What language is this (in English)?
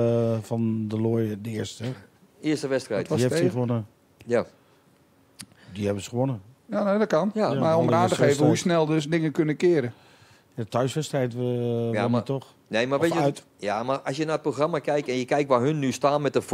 Dutch